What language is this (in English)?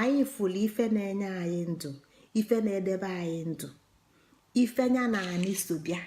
Igbo